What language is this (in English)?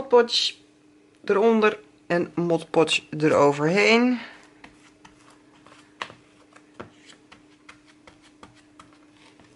Dutch